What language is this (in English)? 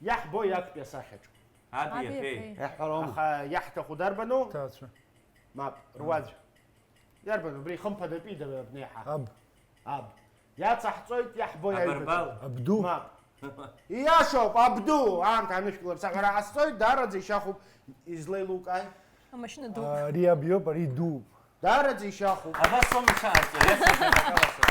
Abkhazian